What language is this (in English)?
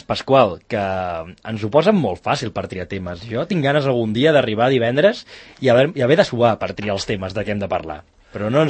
Catalan